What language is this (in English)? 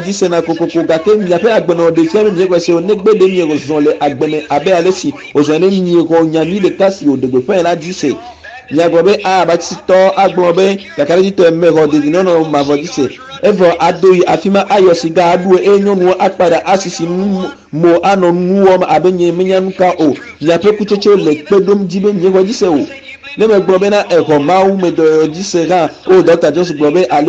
Ewe